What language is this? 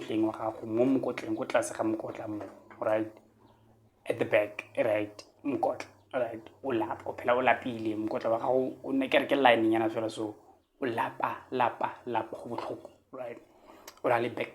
Tswana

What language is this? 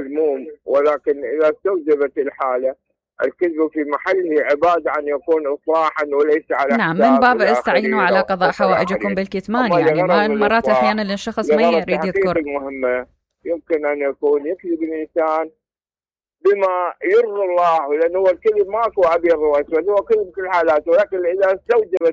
Mesopotamian Arabic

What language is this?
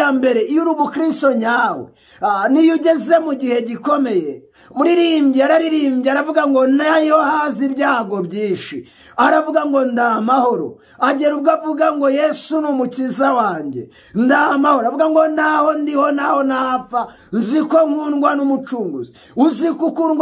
Kinyarwanda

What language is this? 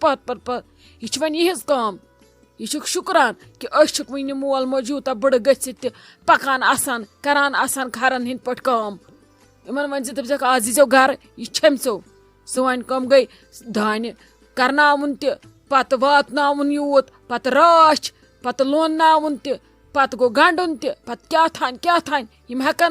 Kashmiri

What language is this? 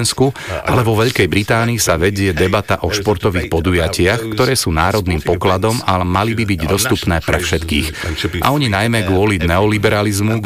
Slovak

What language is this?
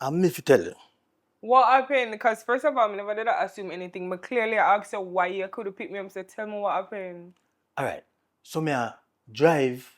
Jamaican Creole English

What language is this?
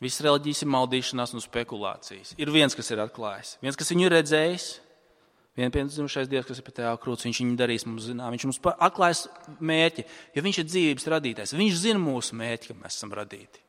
Latvian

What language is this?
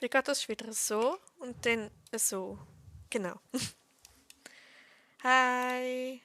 Swiss German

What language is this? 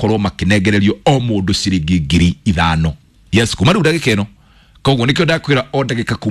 Kikuyu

